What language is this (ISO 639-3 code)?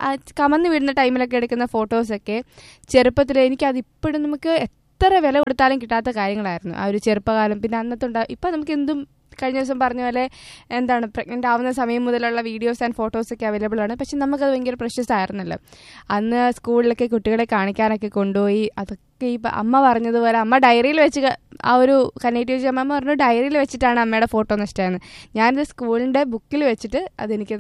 mal